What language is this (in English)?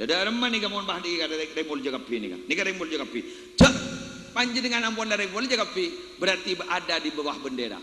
Madurese